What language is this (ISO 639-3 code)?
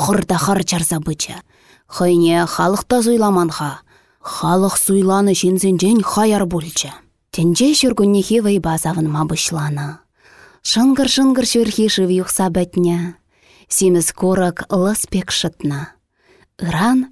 chv